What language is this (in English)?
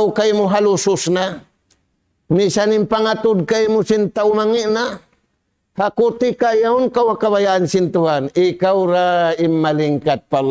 Tausug